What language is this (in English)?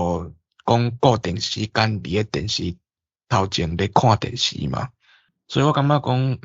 Min Nan Chinese